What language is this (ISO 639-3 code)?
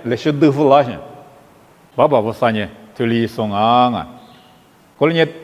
lis